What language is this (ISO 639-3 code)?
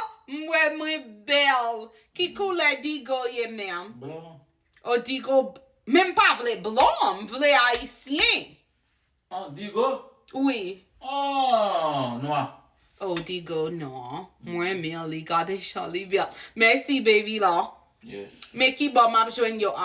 hat